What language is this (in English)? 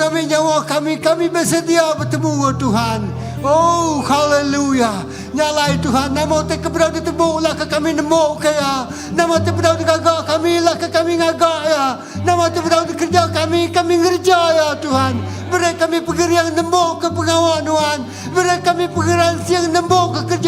Iban